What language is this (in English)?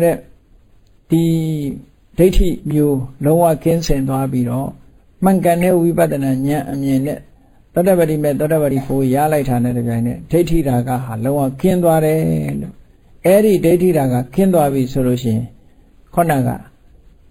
Burmese